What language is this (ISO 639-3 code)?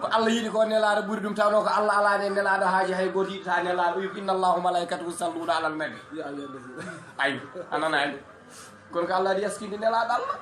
ful